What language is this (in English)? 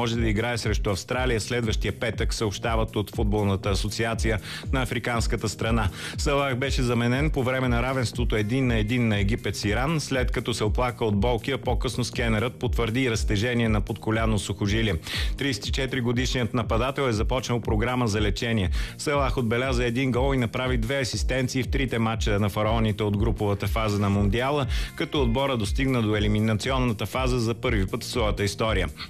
Bulgarian